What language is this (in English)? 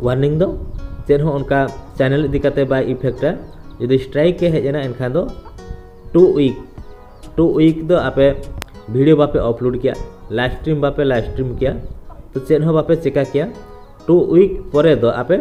Santali